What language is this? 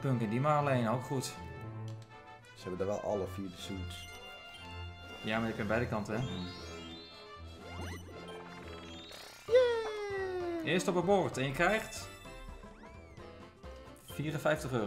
Dutch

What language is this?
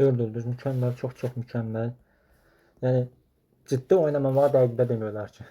Azerbaijani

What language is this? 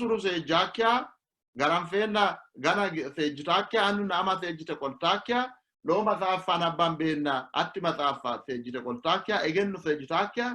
Sidamo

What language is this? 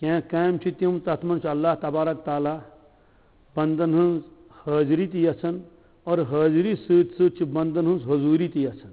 Kashmiri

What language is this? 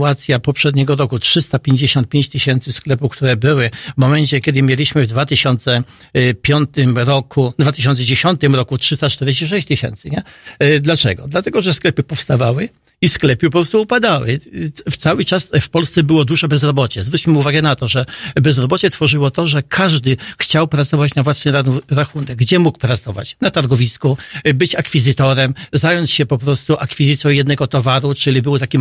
Polish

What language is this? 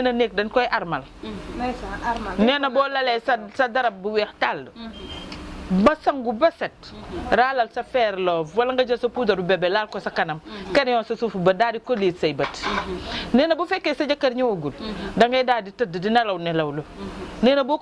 Wolof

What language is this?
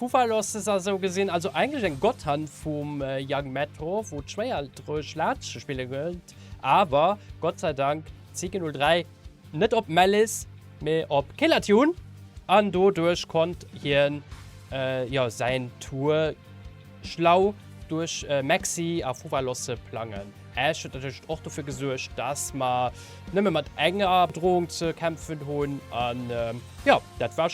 Luxembourgish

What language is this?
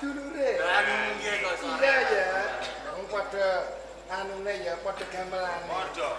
Javanese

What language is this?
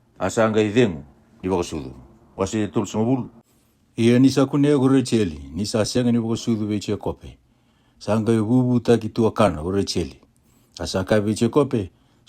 Fijian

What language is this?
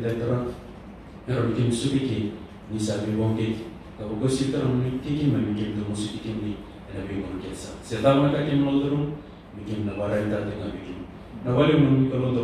Fijian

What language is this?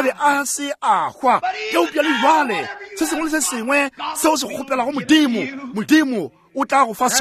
Northern Sotho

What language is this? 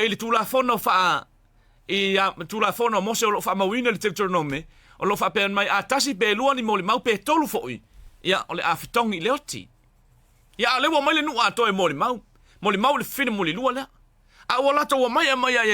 Samoan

